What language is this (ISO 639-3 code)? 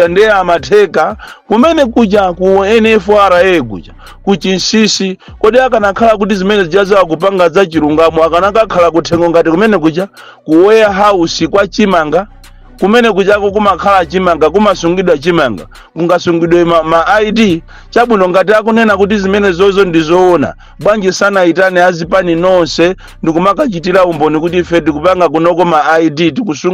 nya